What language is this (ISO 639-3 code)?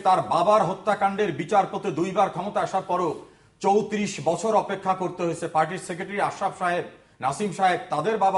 ben